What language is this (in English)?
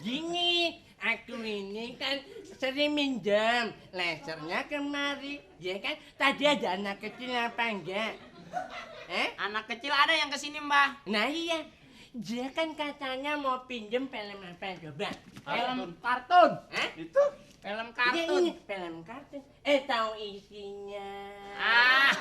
Betawi